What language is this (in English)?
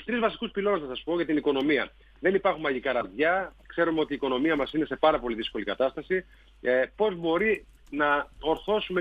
Greek